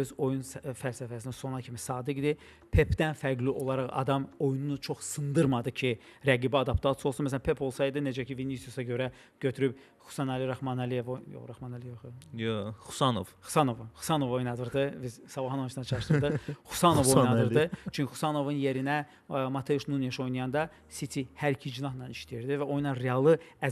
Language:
Azerbaijani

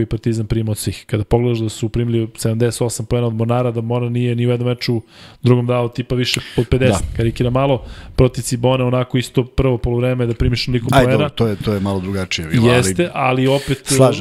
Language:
Serbian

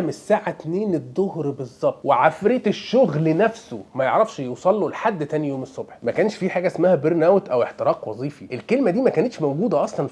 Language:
Egyptian Arabic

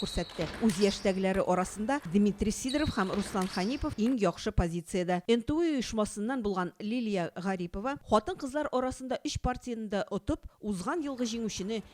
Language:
Tatar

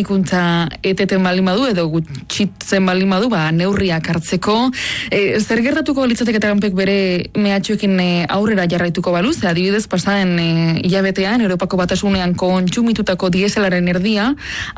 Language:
Basque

